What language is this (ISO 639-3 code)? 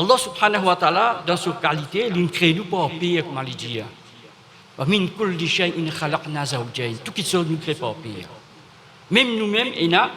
mfe